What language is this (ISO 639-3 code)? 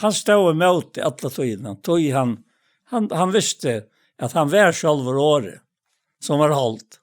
fao